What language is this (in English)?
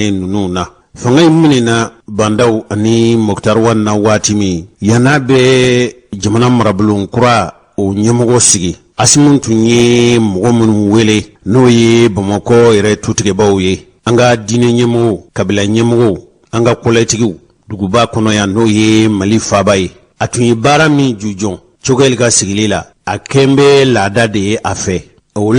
Bambara